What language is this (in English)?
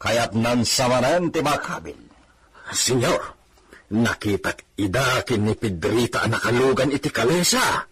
Iloko